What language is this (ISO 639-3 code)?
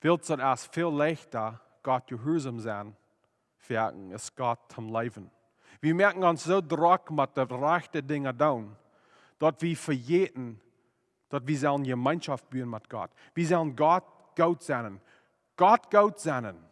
pdt